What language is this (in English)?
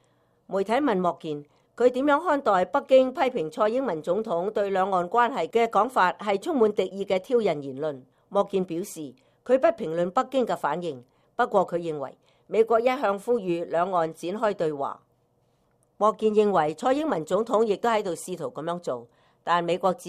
Cantonese